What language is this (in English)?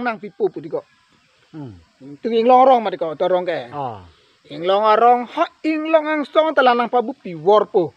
Karbi